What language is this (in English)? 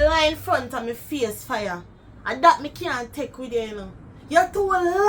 Jamaican Creole English